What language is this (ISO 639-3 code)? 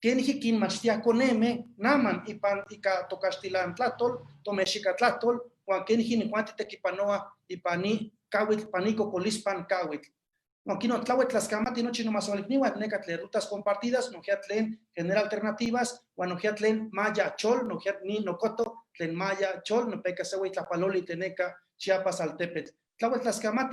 nhe